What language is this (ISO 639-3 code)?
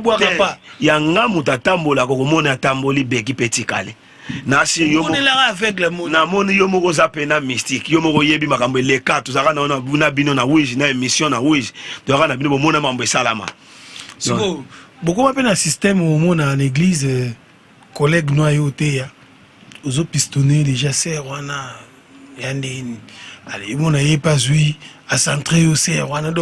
lin